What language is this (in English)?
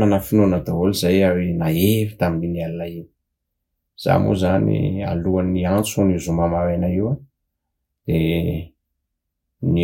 Malagasy